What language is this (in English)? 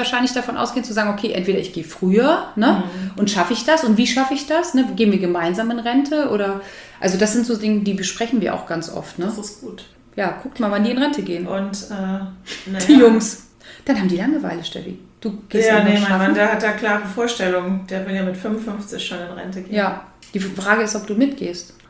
German